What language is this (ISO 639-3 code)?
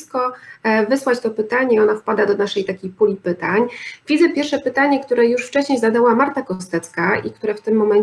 pol